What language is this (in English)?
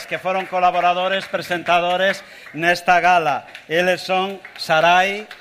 Galician